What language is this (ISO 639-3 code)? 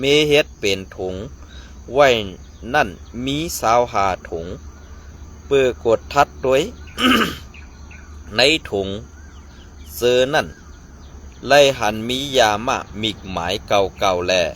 shn